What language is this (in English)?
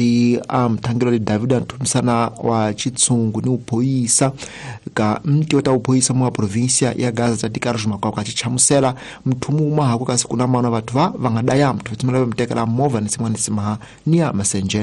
Tsonga